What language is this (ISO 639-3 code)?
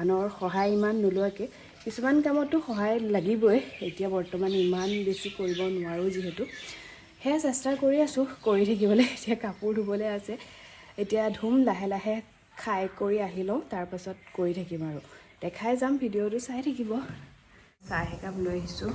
asm